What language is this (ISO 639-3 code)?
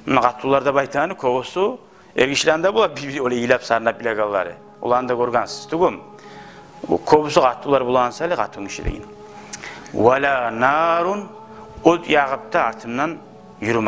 kum